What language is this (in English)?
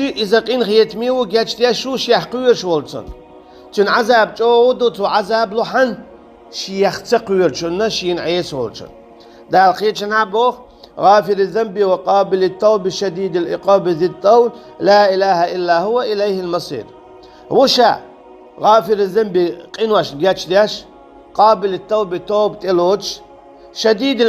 Chechen